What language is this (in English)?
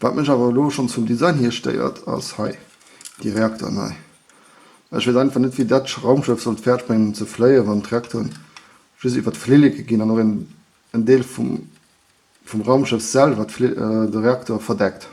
Luxembourgish